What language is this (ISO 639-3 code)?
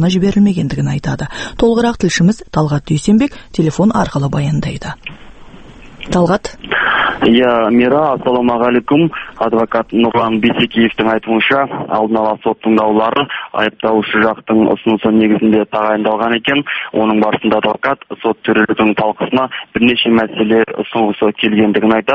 kaz